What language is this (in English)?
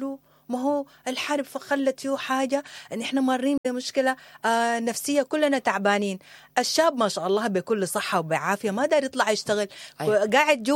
Sudanese Arabic